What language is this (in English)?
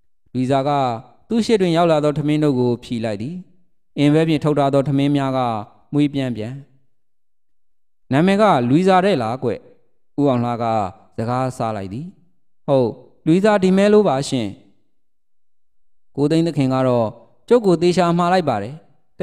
Burmese